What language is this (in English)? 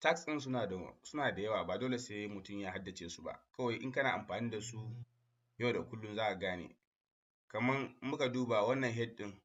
Hausa